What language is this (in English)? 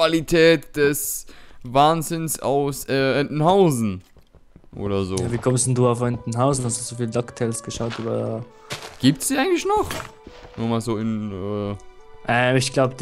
German